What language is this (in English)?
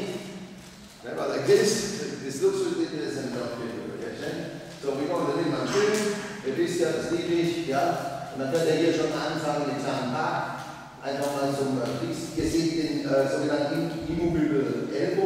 German